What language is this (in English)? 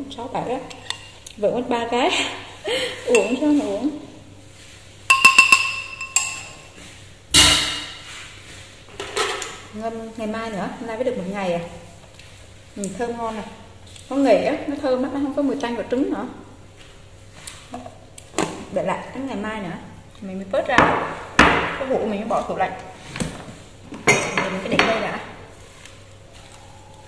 Vietnamese